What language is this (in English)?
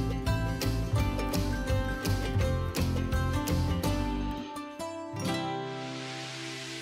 Kazakh